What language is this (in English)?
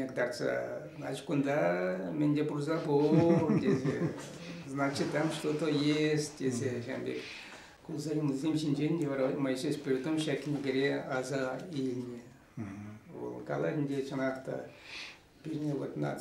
Chuvash